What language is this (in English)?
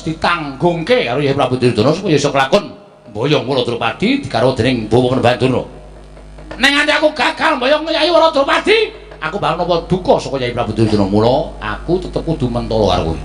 Javanese